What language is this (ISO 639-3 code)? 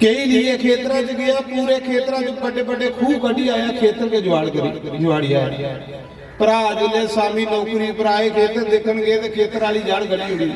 doi